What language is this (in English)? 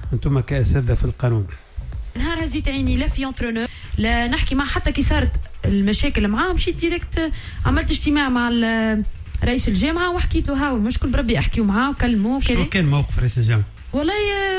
Tunisian Arabic